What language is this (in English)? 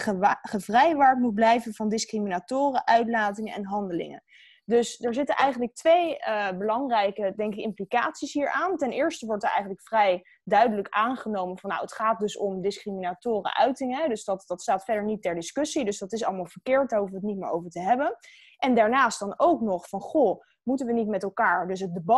Dutch